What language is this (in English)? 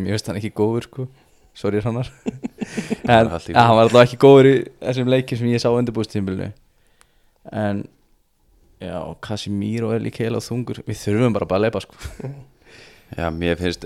Icelandic